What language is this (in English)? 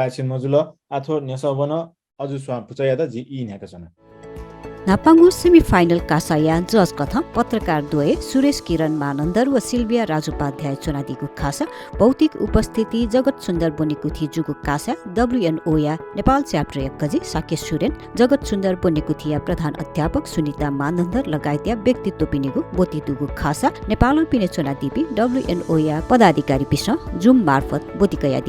Newari